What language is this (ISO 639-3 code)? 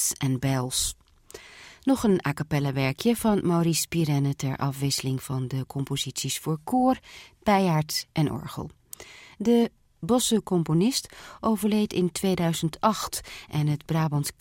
nld